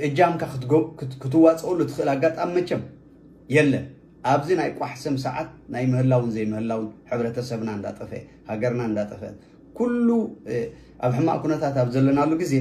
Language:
Tigrinya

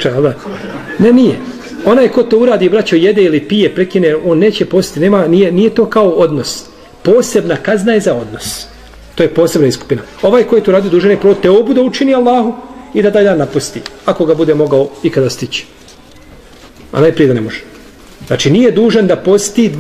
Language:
Bosnian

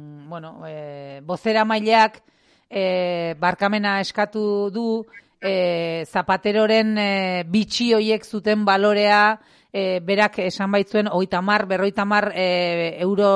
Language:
Basque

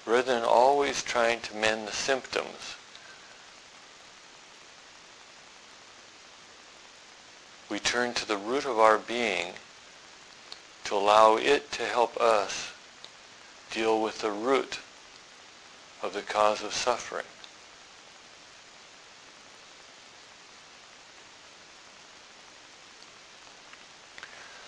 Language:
English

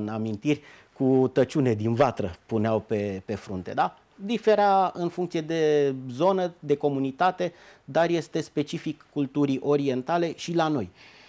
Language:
Romanian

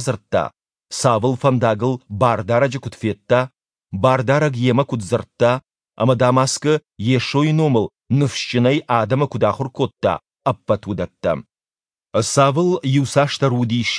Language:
Ossetic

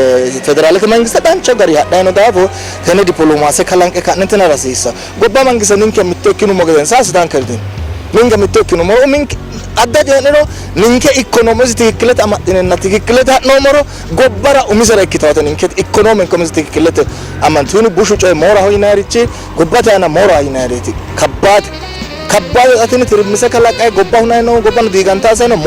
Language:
Sidamo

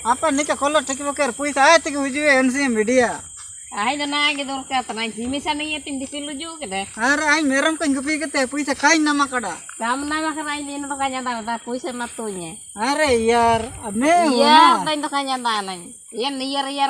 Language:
Ho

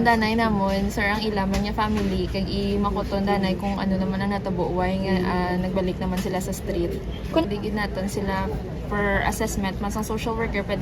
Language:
Hiligaynon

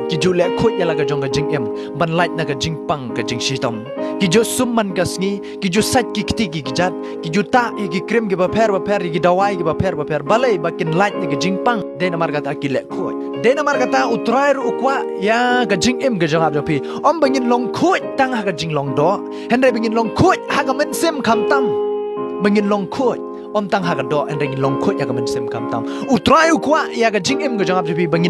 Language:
Khasi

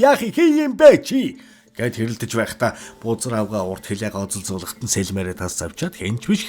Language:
Mongolian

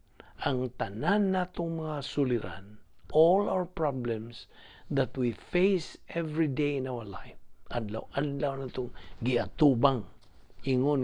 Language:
Cebuano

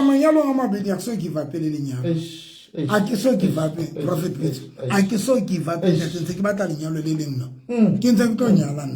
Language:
Southern Sotho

